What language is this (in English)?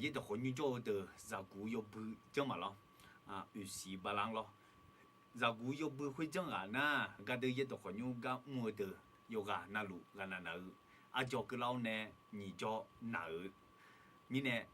Akha